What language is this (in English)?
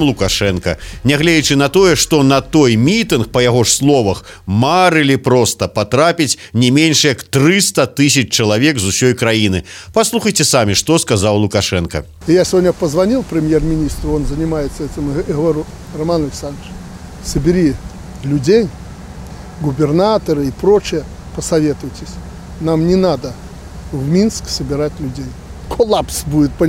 Belarusian